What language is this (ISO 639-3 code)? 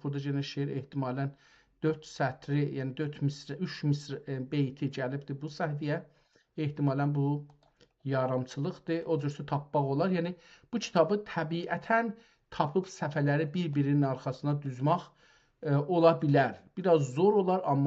azb